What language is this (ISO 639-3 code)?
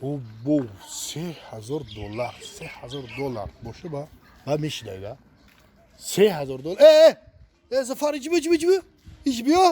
tgk